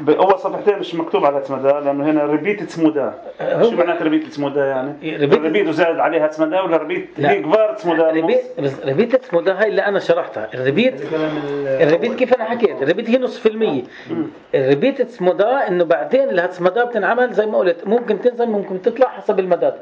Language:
North Levantine Arabic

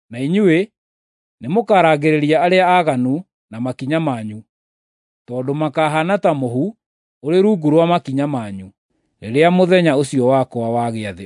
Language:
Kikuyu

